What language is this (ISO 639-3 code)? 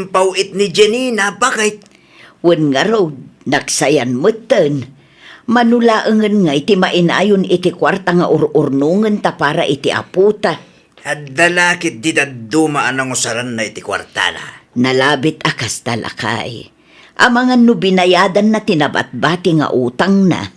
ilo